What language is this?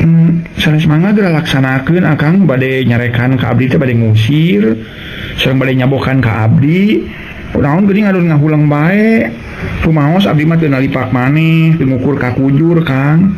Sundanese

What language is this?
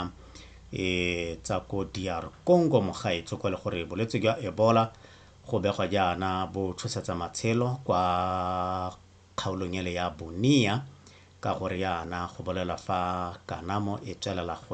Tswana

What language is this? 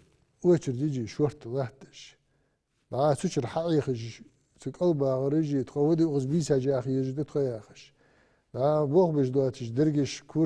Ingush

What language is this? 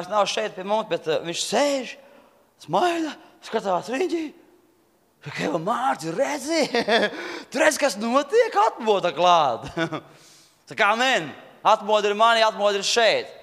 Latvian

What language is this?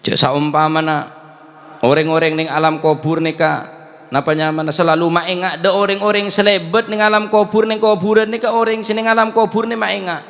Madurese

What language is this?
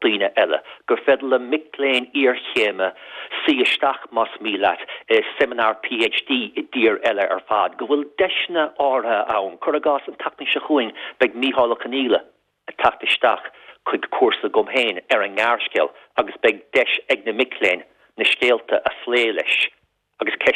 Irish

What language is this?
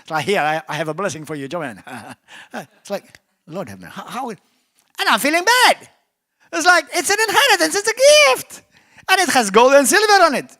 English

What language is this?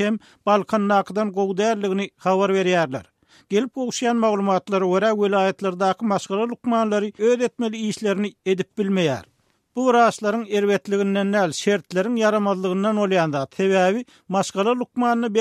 Turkmen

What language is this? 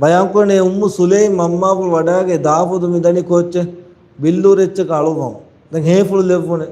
Divehi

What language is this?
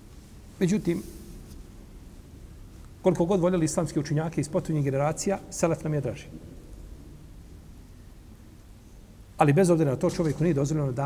Bosnian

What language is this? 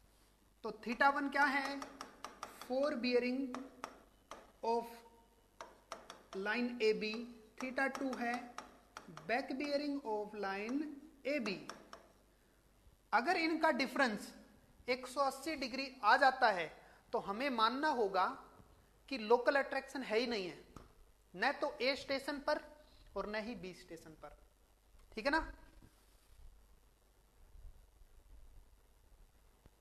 Hindi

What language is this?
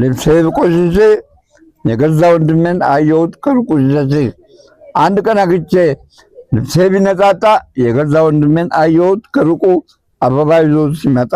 Amharic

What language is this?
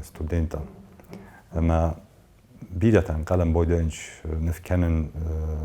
Ossetic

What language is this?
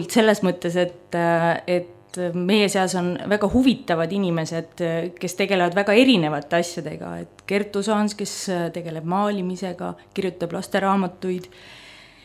Estonian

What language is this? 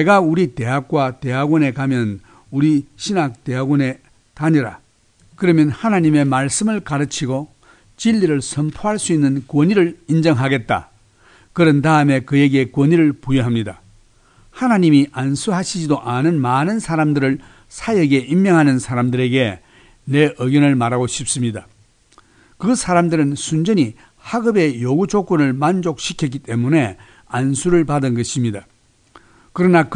Korean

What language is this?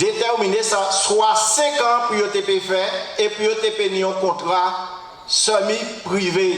Guadeloupean Creole French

